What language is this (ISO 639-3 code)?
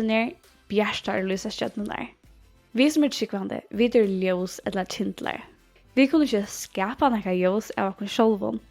fao